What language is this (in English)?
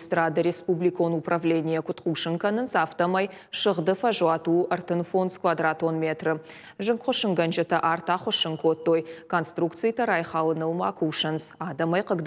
Ossetic